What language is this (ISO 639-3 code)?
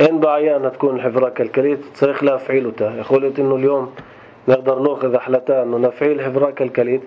apc